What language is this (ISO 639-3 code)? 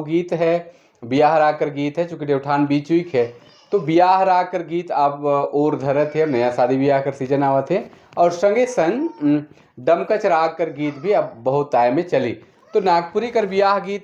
sck